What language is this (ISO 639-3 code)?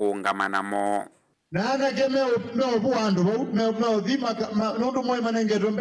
kam